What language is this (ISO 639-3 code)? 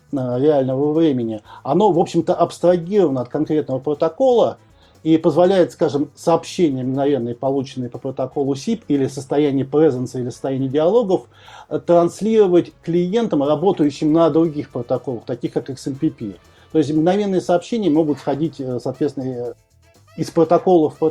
rus